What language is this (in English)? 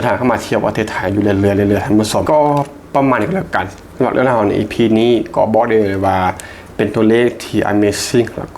Lao